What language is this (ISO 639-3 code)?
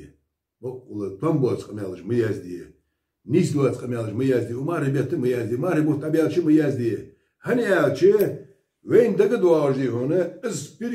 che